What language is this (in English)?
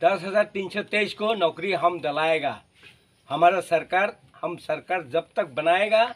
Kok Borok